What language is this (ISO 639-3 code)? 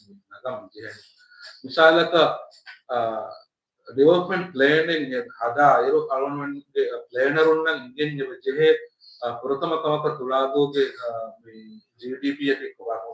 div